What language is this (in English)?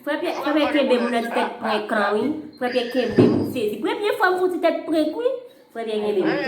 Haitian Creole